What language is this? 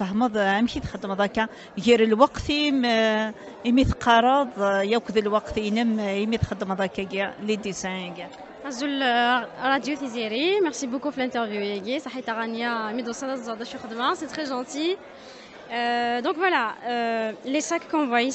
Kabyle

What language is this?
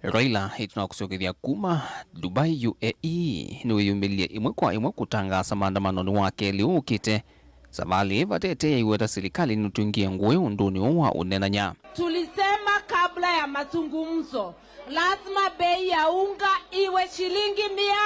Kamba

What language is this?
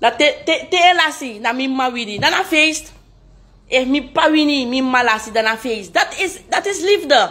Sranan Tongo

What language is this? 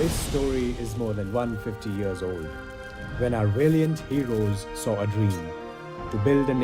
Khasi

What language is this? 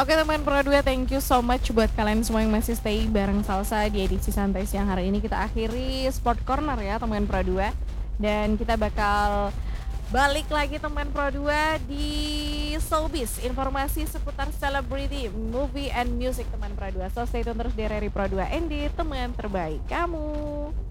Indonesian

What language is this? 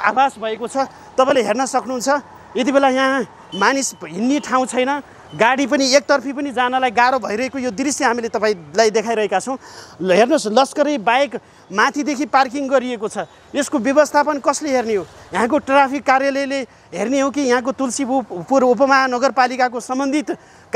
Nepali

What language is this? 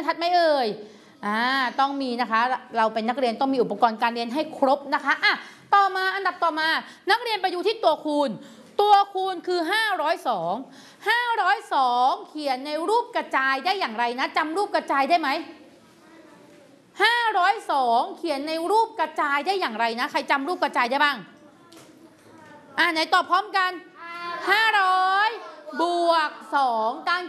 Thai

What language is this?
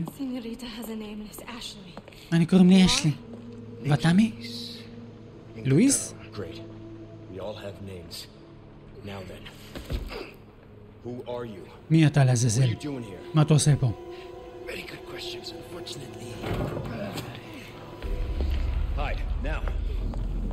Hebrew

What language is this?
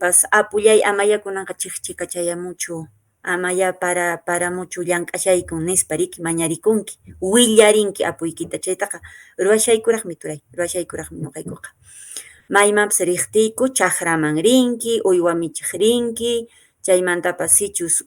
Quechua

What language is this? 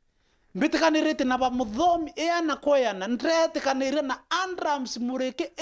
Meru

